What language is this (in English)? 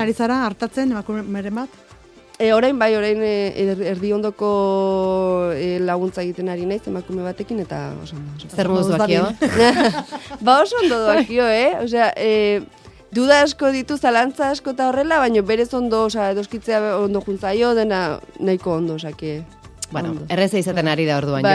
Basque